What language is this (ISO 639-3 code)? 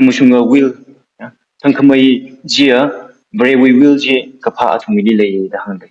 nmf